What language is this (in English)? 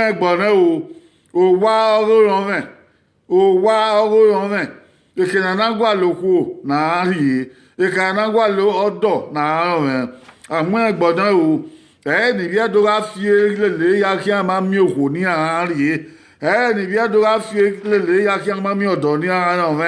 Bini